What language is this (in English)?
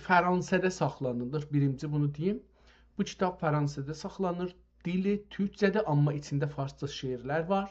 South Azerbaijani